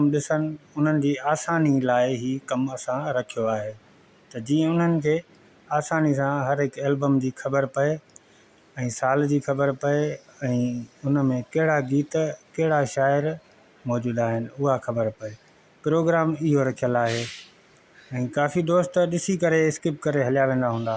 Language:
Sindhi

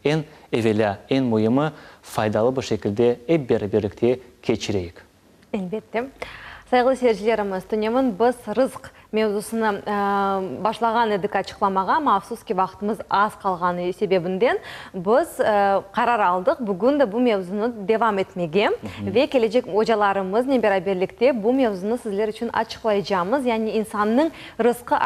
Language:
Crimean Tatar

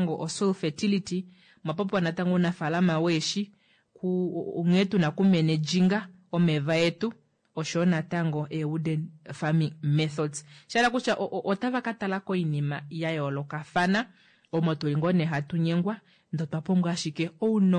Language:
Kuanyama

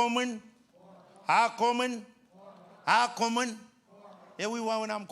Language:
Marshallese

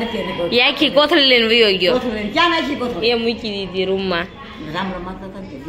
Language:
Gujarati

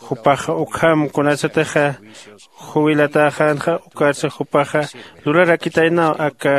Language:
Aymara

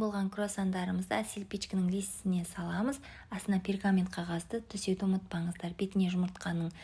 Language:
Kazakh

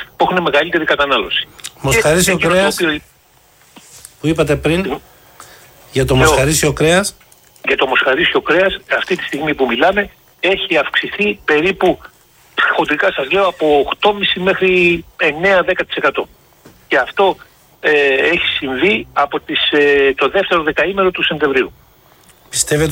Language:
Greek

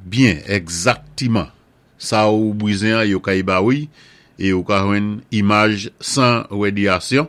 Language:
Saint Lucian Creole French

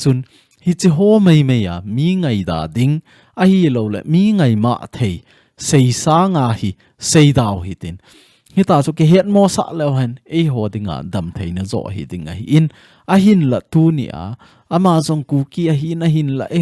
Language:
Thado Chin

